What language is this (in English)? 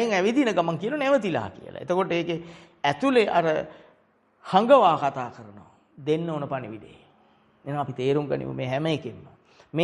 Sinhala